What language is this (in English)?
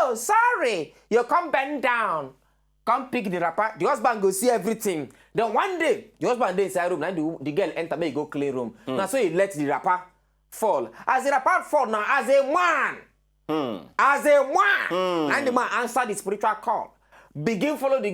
Nigerian Pidgin